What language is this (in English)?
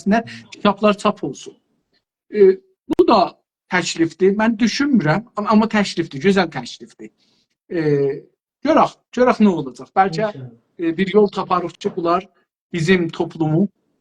South Azerbaijani